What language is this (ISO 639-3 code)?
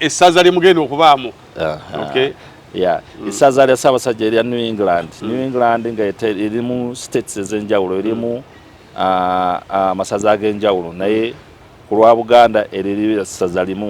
lug